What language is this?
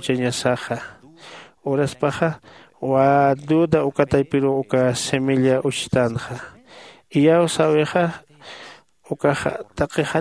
Aymara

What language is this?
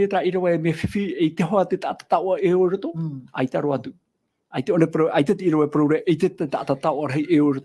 Tahitian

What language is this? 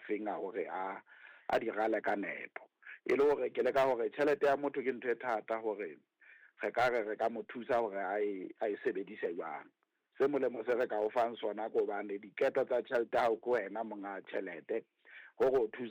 Southern Sotho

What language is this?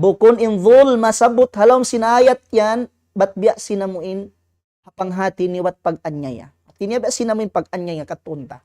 Tausug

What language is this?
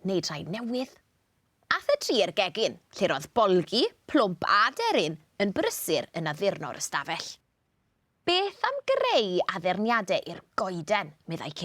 Welsh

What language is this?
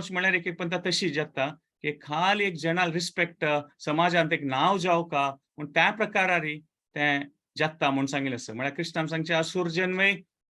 Konkani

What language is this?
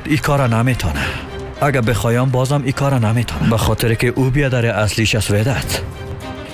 Persian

